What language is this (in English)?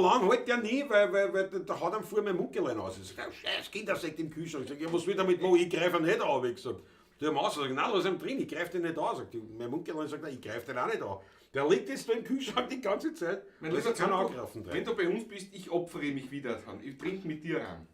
Bavarian